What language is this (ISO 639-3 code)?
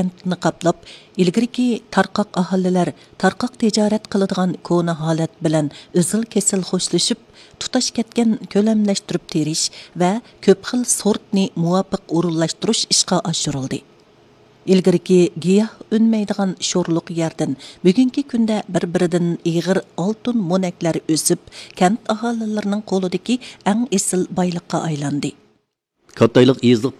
uig